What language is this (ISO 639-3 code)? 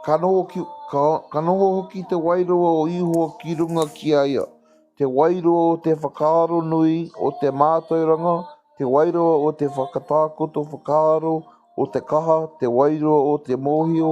mri